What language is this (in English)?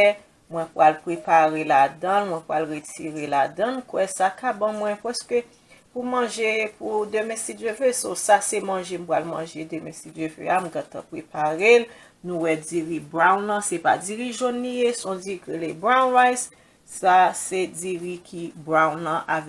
Haitian Creole